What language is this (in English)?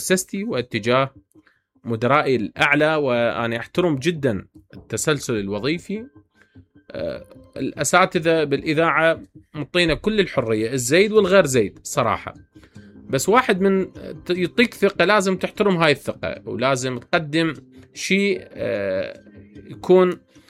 Mesopotamian Arabic